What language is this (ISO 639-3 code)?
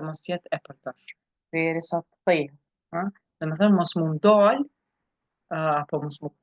sqi